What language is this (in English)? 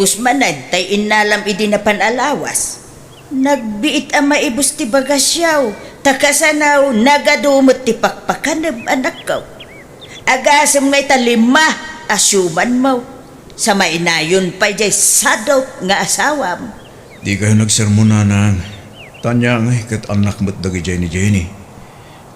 Iloko